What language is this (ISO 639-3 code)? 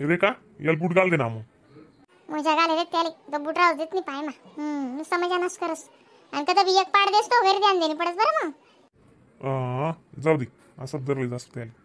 khn